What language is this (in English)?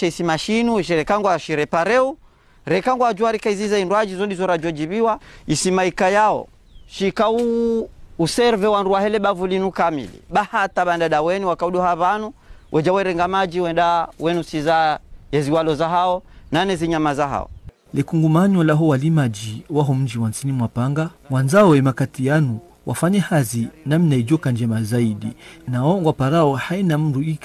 Ngazidja Comorian